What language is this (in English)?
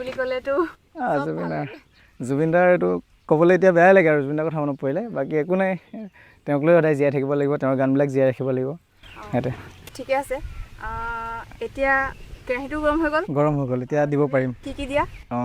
Assamese